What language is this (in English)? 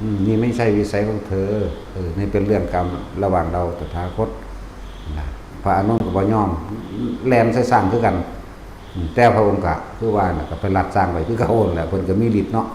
Northeastern Thai